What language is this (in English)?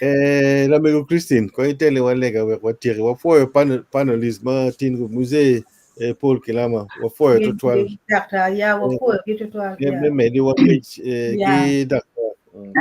Acoli